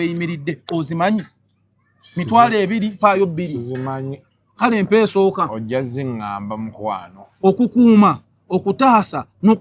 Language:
Ganda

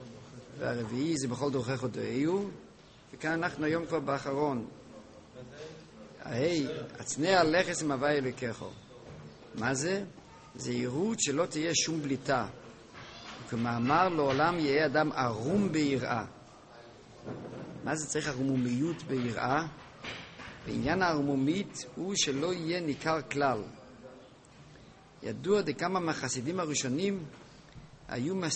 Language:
Hebrew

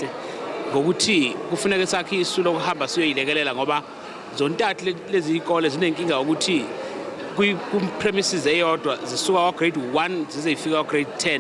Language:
Zulu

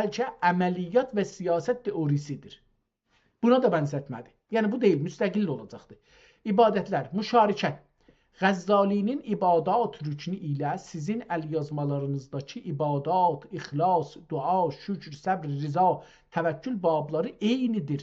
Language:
South Azerbaijani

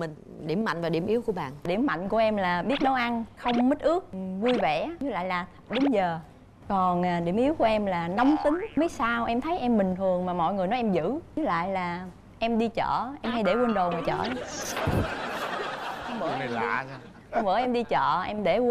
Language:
Vietnamese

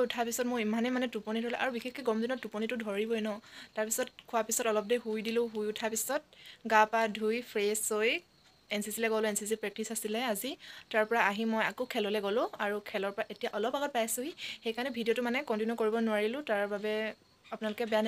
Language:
Assamese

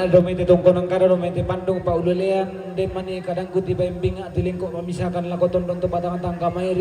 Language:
Toraja-Sa'dan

